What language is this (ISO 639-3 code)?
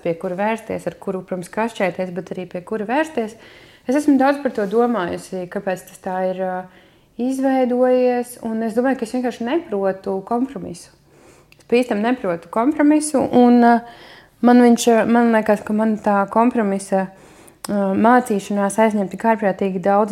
lav